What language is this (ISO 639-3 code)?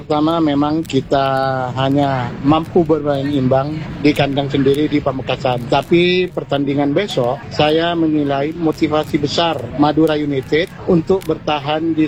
ind